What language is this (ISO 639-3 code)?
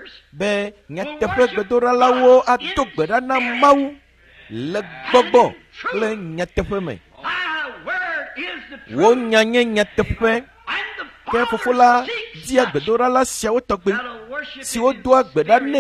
ewe